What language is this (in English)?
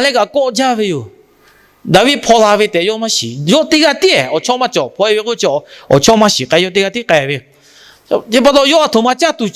Lahu